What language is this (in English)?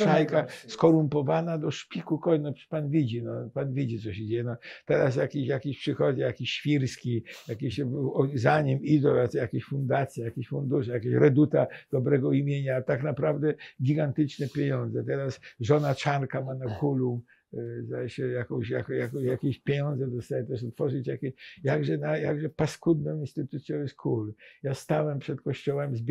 Polish